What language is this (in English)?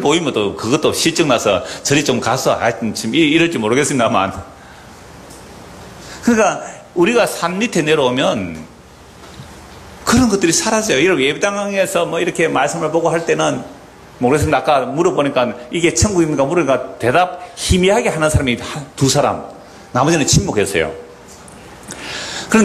Korean